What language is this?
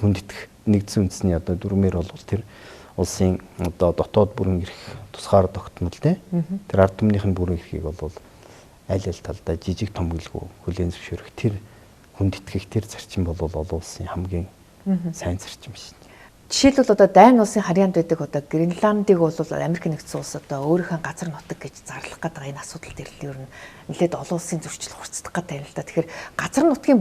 Mongolian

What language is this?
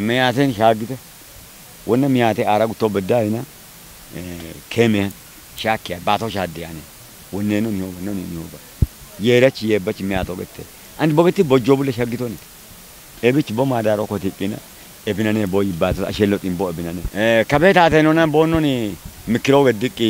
Kafa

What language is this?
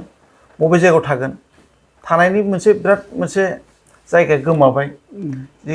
Bodo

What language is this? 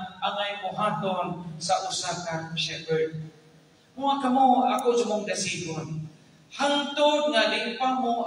Cebuano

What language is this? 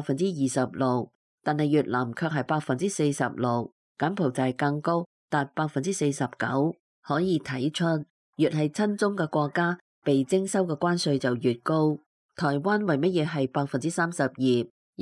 Cantonese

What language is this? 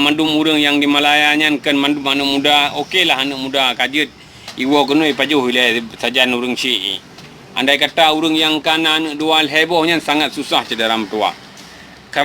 Achinese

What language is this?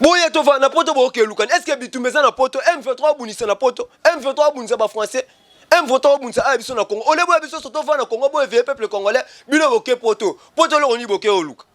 Lingala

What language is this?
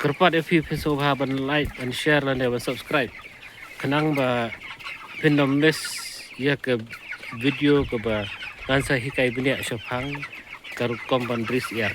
Khasi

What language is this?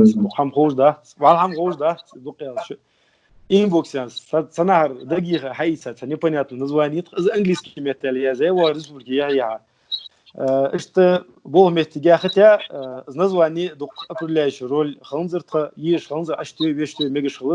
Ingush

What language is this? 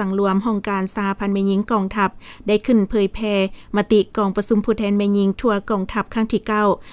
Lao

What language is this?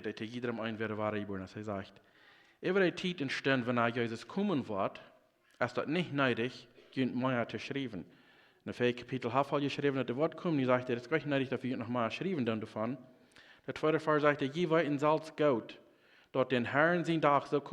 Plautdietsch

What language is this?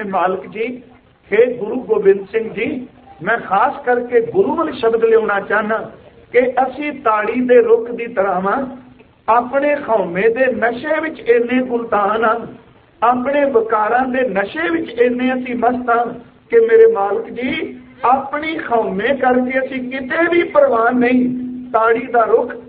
Punjabi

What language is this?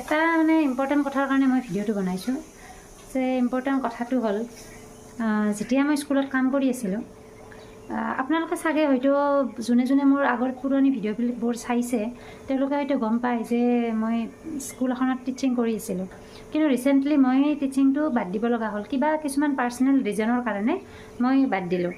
Assamese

